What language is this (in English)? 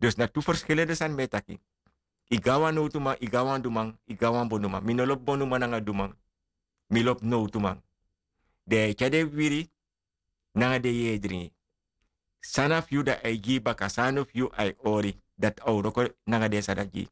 Sranan Tongo